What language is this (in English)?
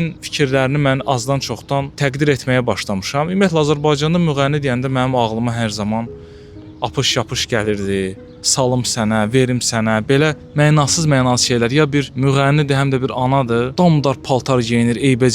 Azerbaijani